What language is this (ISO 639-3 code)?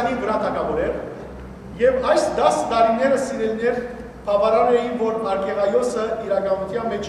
hyw